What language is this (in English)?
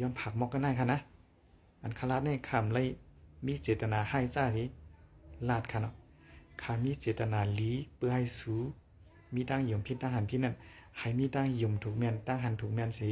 Shan